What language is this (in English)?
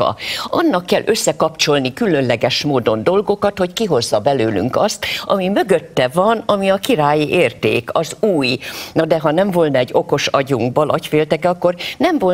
Hungarian